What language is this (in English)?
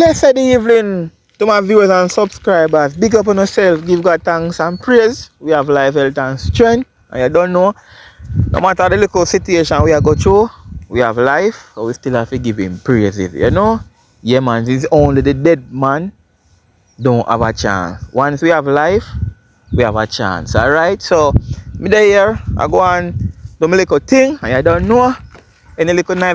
Jamaican Creole English